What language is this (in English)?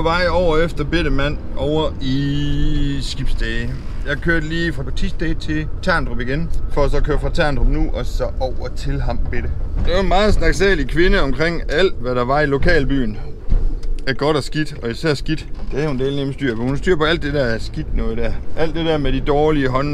Danish